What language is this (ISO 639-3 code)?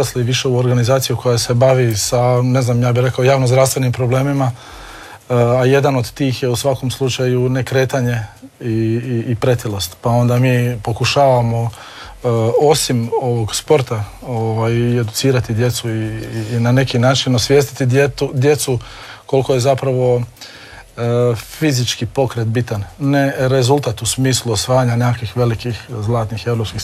hrv